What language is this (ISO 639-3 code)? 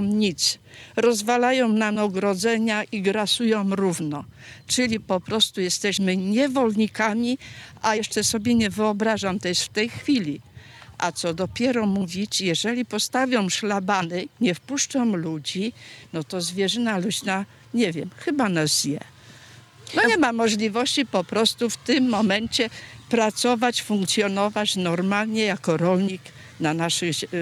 pol